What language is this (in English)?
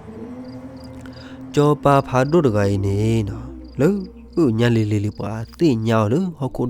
S'gaw Karen